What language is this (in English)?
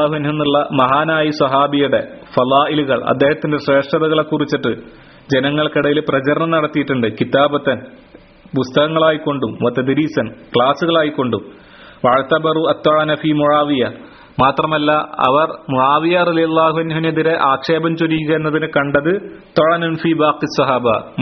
Malayalam